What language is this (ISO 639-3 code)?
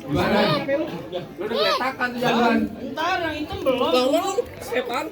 bew